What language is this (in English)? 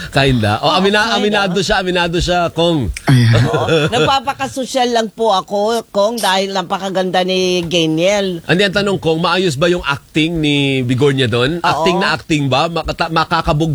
Filipino